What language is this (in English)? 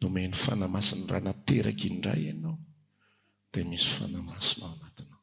Malagasy